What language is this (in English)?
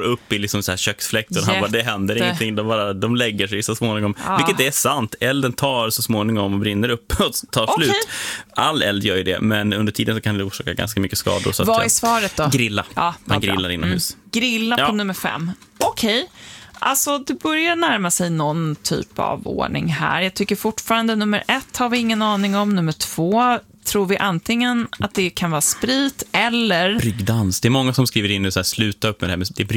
Swedish